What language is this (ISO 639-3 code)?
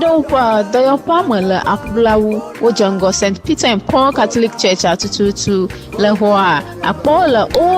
ewe